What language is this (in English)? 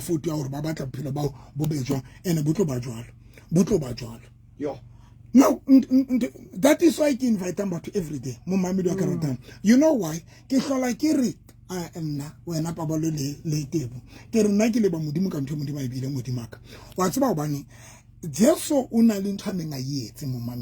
Southern Sotho